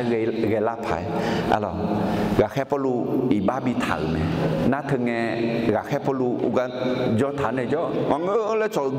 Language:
Akha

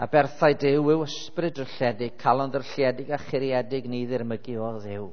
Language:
Welsh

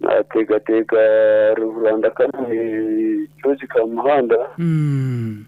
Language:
Nyankole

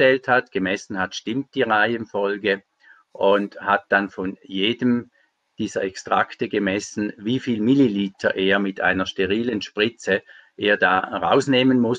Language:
German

